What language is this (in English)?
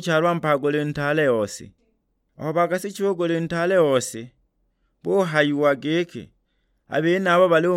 Sukuma